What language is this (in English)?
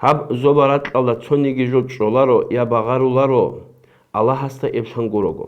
Avaric